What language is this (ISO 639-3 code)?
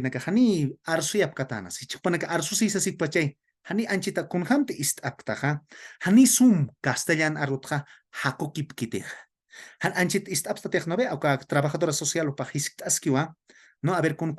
aym